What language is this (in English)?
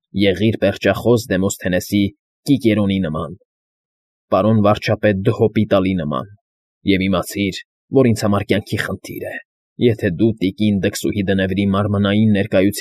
Armenian